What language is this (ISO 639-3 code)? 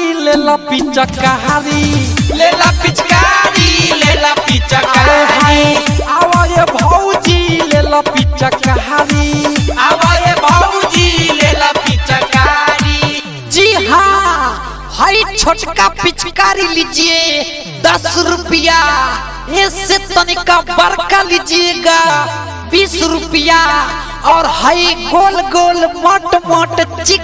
bho